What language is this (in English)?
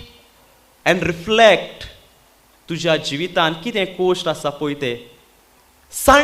Konkani